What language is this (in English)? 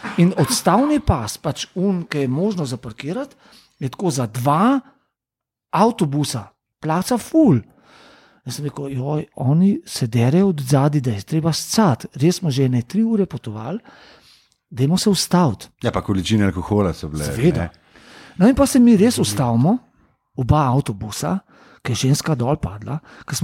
Slovenian